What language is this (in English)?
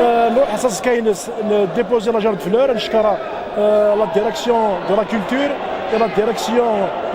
Kabyle